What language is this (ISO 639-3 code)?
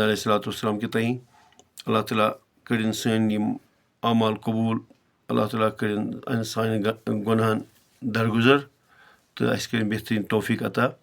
kas